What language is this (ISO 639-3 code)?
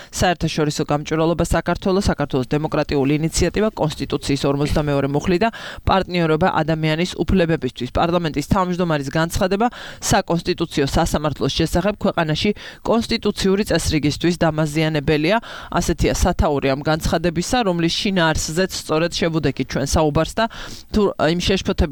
kat